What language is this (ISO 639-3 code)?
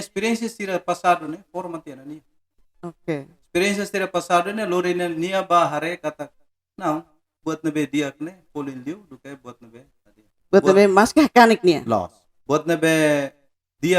tet